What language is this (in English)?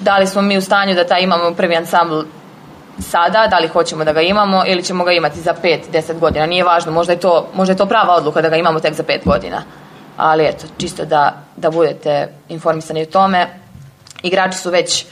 Serbian